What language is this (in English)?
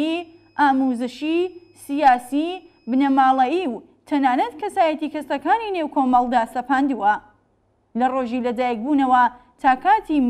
Central Kurdish